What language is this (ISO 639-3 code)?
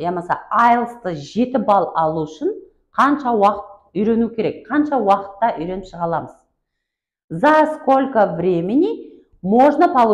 kaa